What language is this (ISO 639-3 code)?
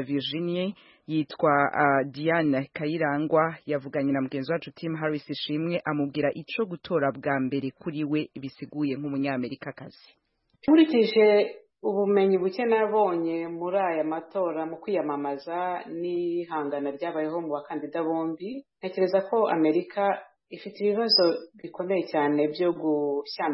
kin